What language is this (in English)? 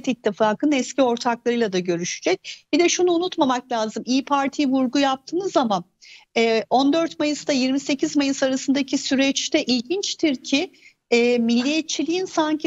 Turkish